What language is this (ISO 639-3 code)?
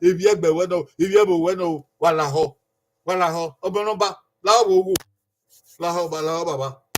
bin